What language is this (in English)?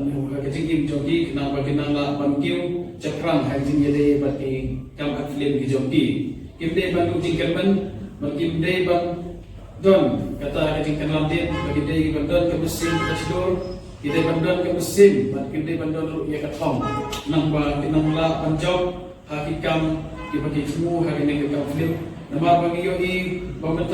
Khasi